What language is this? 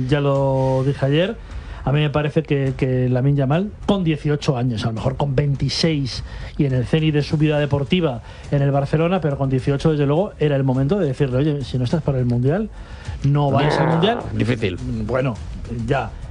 Spanish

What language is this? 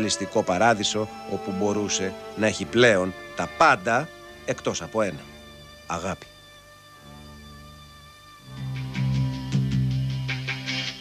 Greek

